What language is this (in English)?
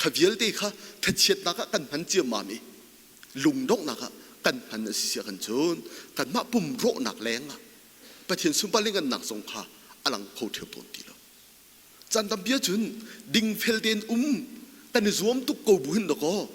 Hakha Chin